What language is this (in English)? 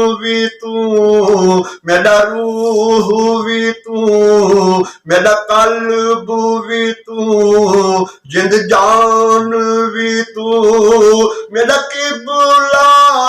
Saraiki